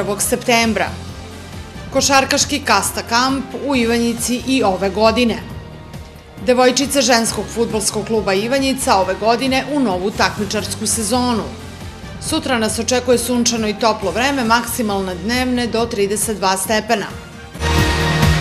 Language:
Serbian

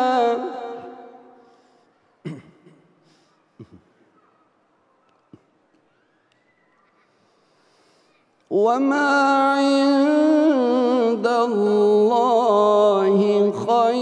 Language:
Arabic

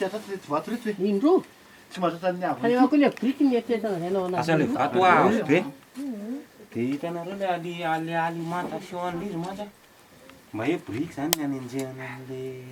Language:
Malagasy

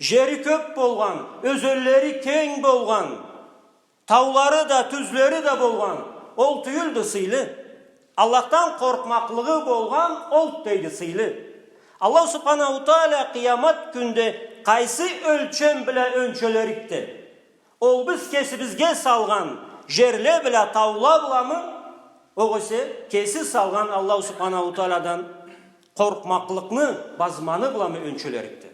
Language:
Karachay-Balkar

